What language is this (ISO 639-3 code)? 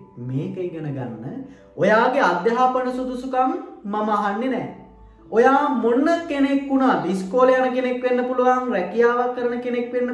sin